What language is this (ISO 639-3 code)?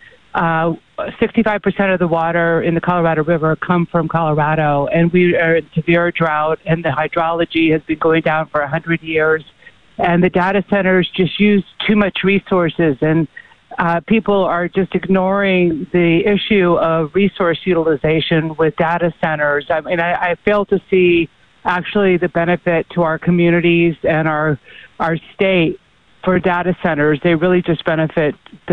eng